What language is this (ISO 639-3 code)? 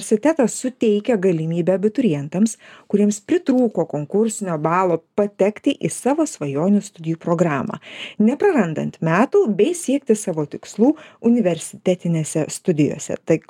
lit